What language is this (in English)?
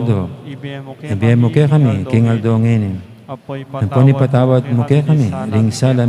Pampanga